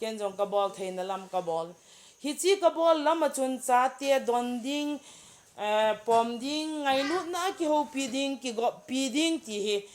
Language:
Thado Chin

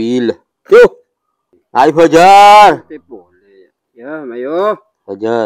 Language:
Madurese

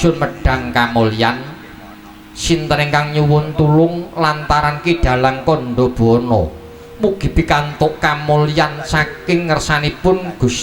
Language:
Javanese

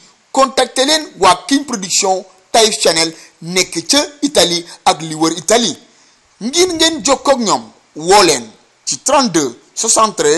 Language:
Wolof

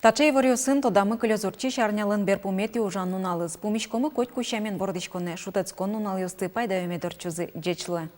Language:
Udmurt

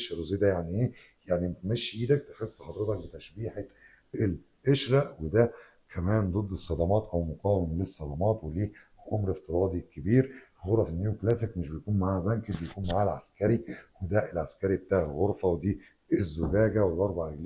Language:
Egyptian Arabic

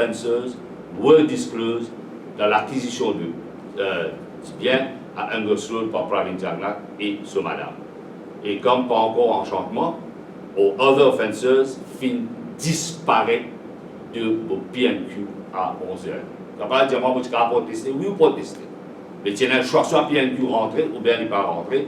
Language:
Morisyen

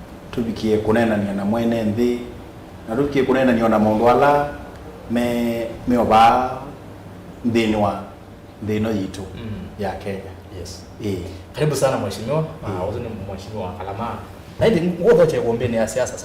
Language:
Kamba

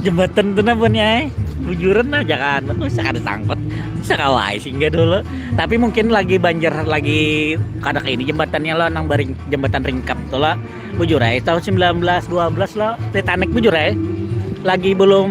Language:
Banjar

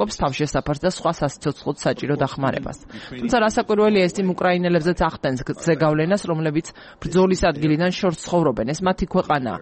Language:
Georgian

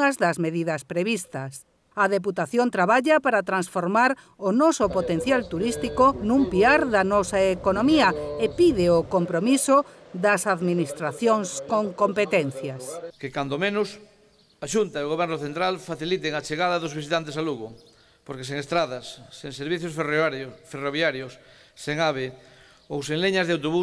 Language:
Galician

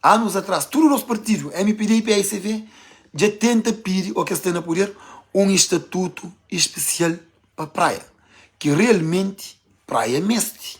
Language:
Kabuverdianu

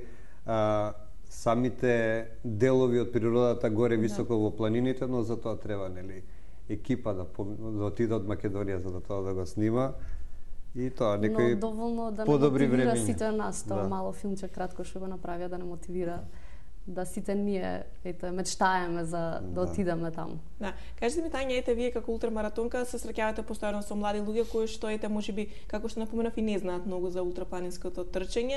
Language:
Macedonian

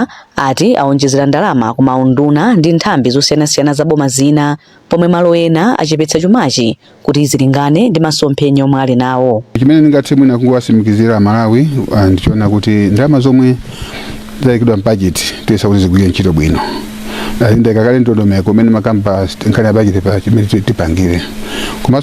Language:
Nyanja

